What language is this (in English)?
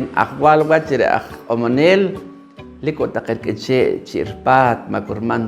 Poqomchi'